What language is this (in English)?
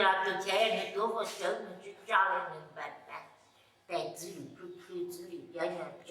Hmong